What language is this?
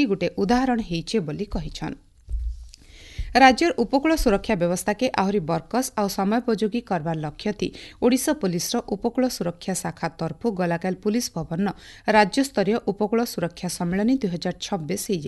Odia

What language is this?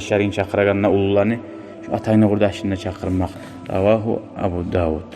Kumyk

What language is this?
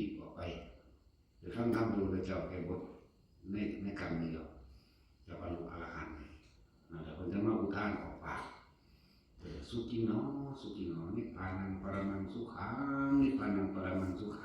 Northeastern Thai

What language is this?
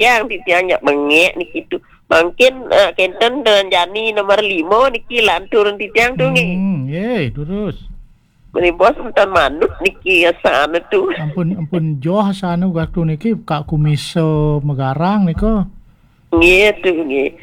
Balinese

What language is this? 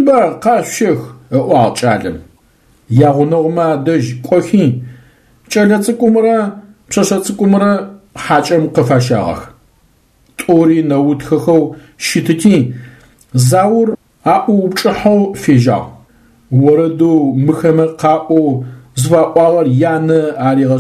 Adyghe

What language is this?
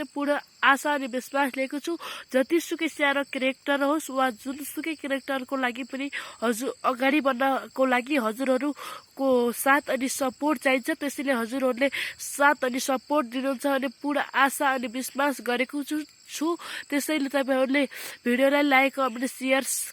Nepali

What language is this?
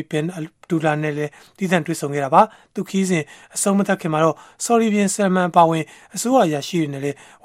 Burmese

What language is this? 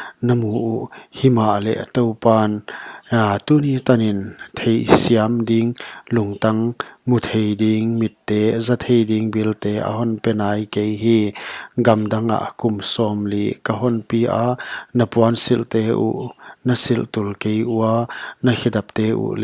Paite Chin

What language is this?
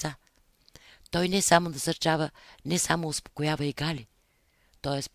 Bulgarian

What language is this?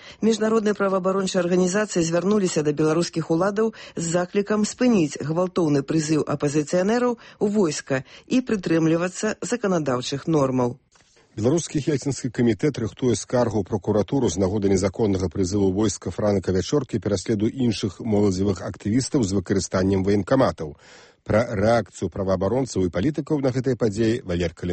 Belarusian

